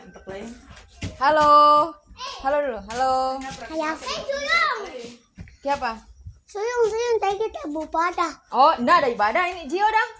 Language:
Manado Malay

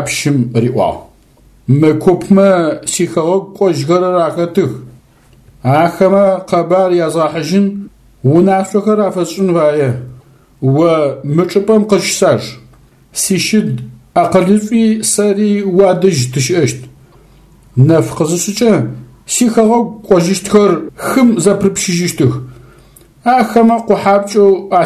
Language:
Adyghe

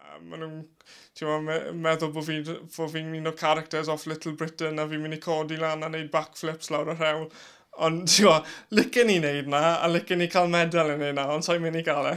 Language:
Welsh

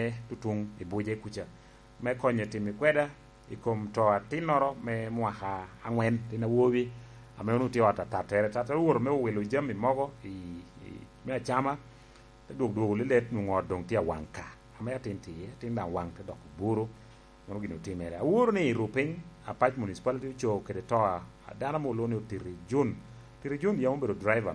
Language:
Lango (Uganda)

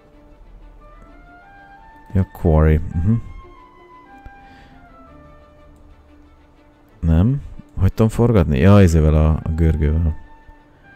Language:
Hungarian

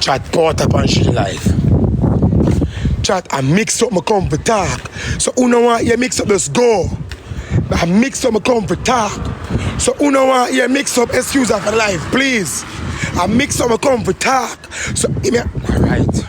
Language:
Jamaican Creole English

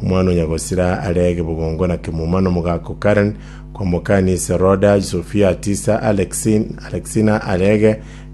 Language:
Gusii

